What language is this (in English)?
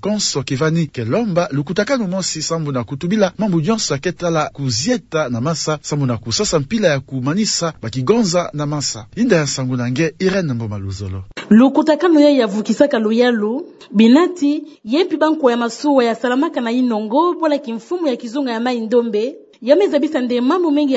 Kituba (Democratic Republic of Congo)